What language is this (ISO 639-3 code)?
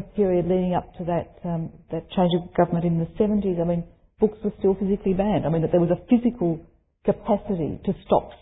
eng